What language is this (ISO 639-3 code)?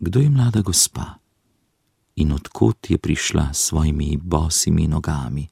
slv